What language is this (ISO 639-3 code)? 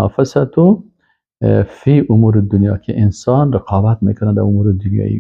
fas